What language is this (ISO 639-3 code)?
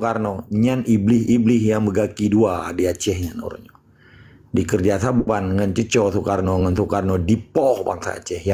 ace